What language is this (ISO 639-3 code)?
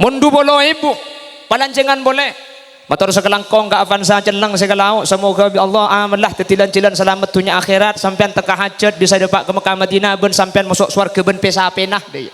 mad